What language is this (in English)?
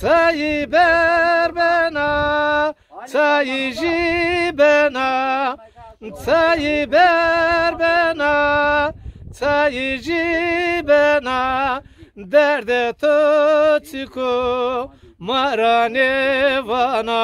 Zaza